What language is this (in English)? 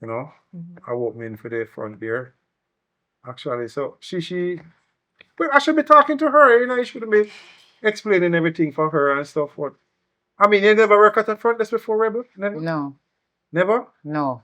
Jamaican Creole English